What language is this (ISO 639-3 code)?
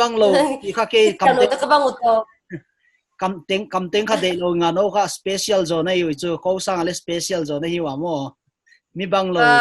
pck